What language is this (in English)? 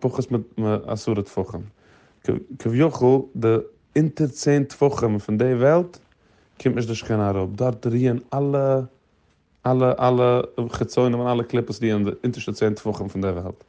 Yiddish